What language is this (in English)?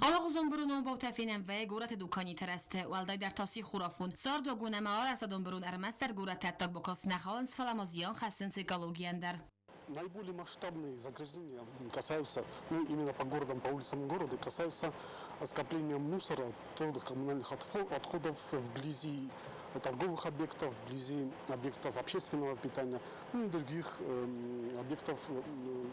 Ossetic